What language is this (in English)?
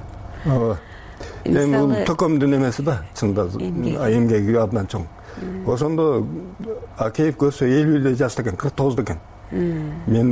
Kyrgyz